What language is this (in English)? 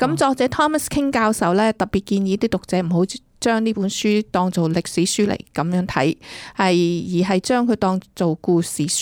Cantonese